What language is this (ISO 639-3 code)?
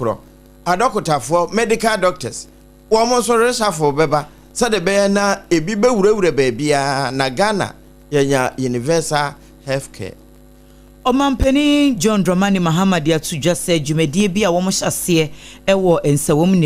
aka